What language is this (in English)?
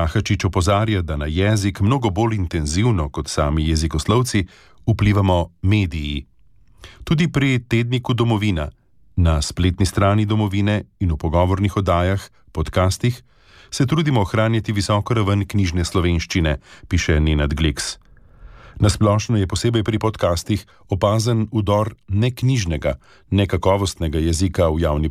Slovenian